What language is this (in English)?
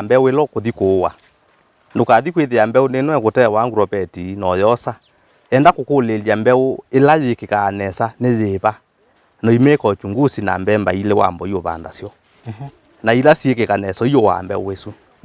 Kamba